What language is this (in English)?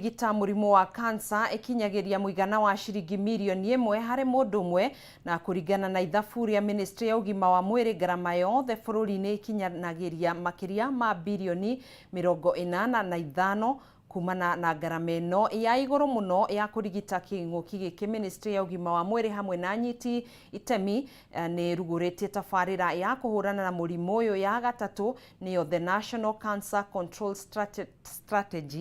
Kikuyu